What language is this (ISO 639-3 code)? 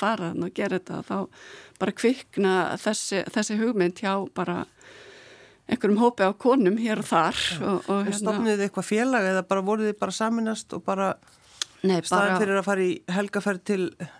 isl